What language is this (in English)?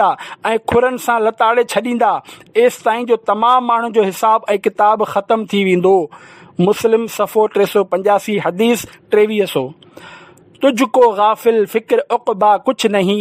Sindhi